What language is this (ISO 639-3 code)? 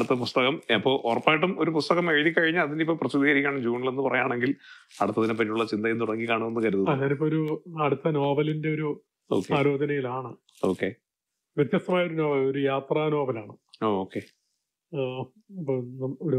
mal